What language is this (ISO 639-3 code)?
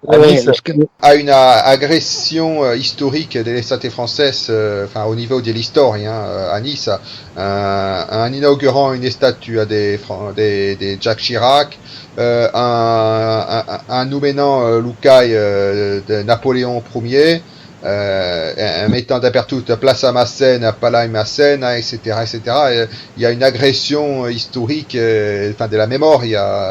oci